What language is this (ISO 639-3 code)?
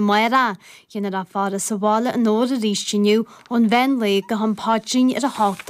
gle